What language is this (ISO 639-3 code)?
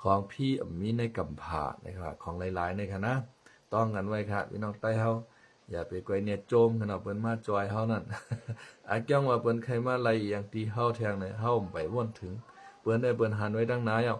shn